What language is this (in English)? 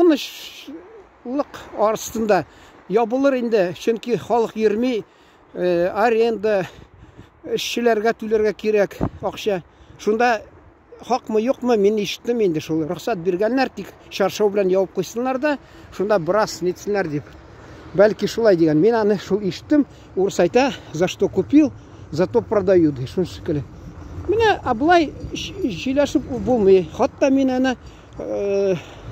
Tatar